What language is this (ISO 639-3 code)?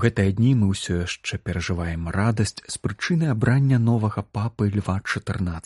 bel